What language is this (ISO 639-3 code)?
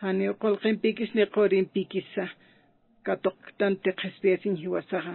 aym